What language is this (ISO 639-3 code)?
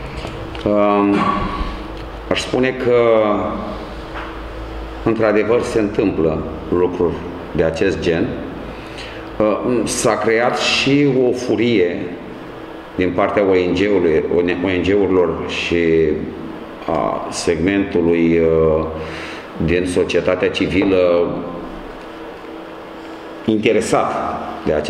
ron